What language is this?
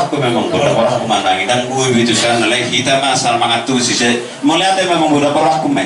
Batak Toba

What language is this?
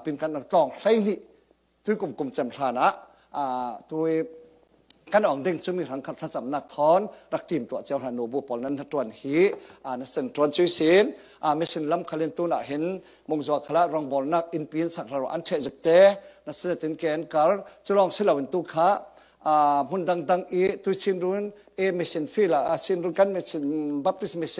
Falam Chin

